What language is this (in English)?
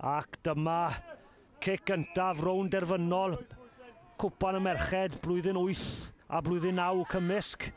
Welsh